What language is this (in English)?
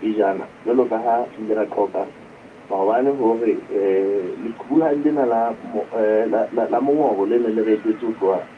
Southern Sotho